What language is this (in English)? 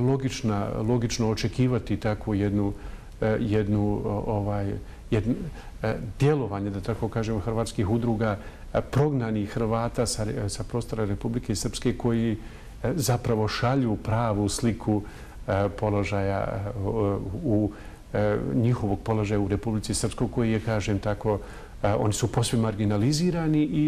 Bosnian